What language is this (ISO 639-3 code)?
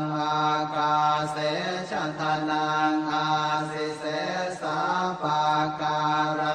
pli